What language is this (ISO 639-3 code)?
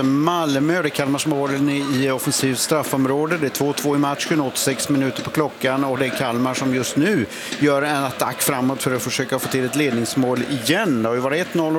swe